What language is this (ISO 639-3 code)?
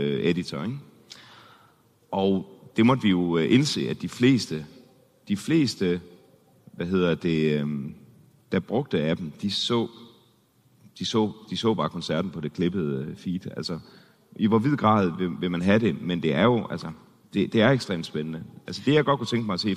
dan